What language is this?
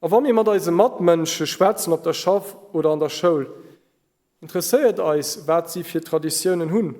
Luxembourgish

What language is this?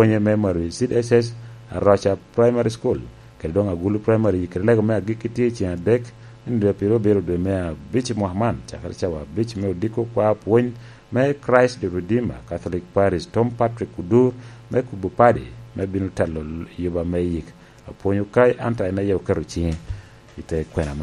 Lango (Uganda)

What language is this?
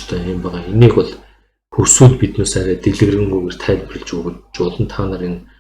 Mongolian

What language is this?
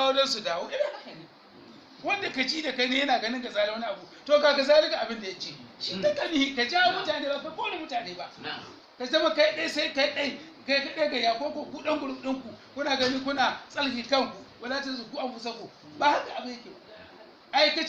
Hausa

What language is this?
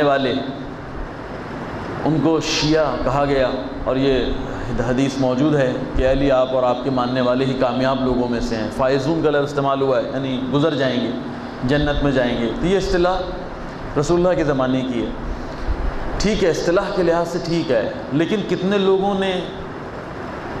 Urdu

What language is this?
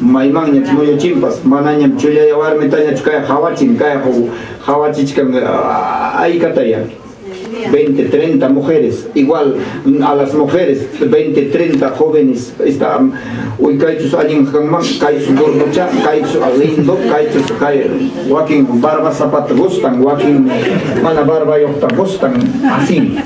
Ayacucho Quechua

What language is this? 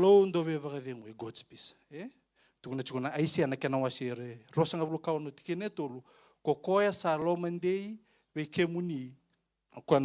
Fijian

